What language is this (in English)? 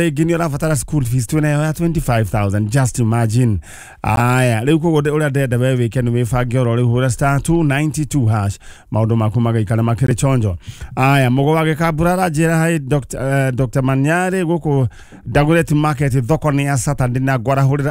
Kikuyu